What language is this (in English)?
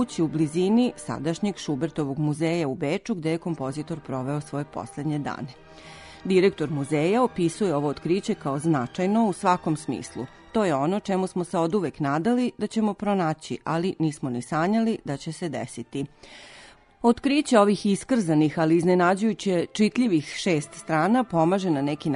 Serbian